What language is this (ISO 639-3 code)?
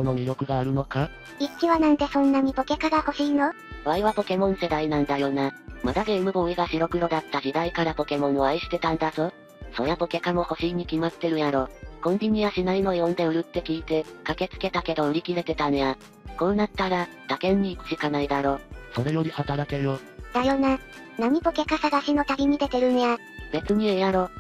jpn